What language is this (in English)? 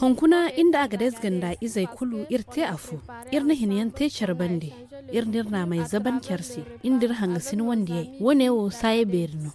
Zarma